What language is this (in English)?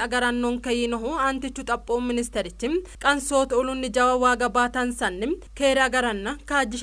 Sidamo